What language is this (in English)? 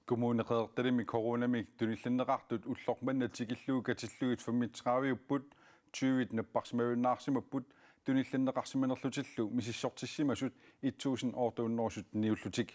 Kalaallisut